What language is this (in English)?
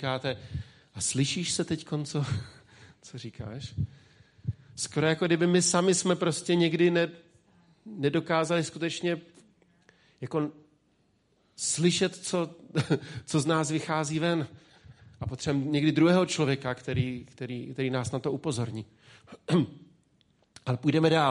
Czech